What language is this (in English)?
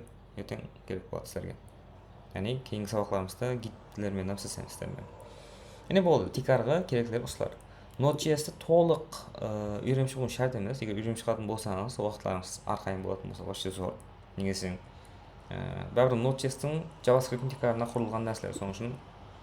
Kara-Kalpak